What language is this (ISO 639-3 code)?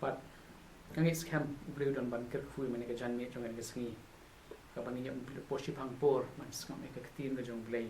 kha